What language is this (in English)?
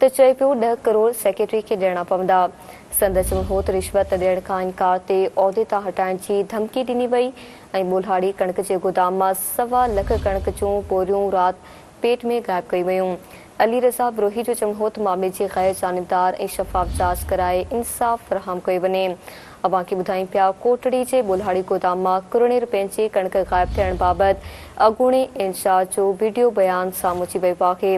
Sindhi